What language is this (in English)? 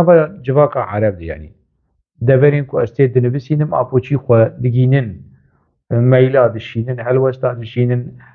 Kurdish